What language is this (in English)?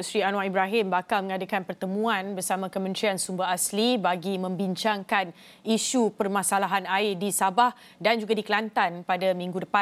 Malay